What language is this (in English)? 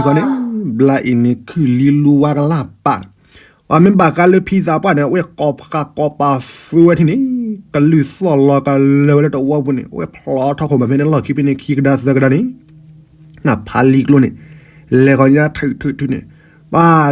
S'gaw Karen